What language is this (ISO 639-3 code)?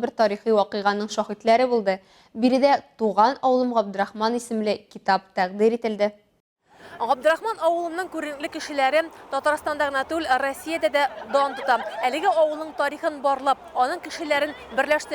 tat